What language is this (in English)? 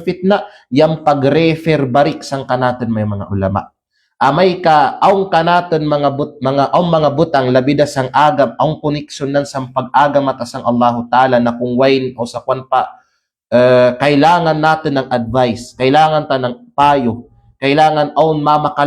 Kalagan